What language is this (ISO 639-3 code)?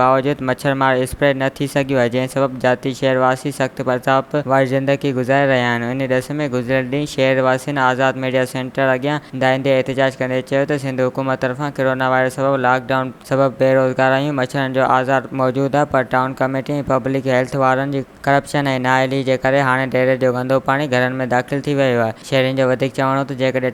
snd